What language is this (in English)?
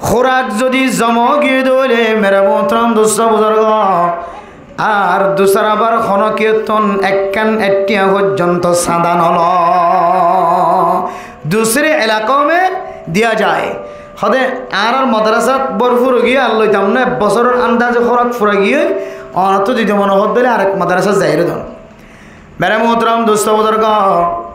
Rohingya